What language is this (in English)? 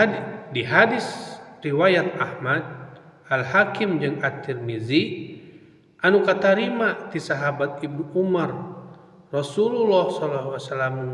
Sundanese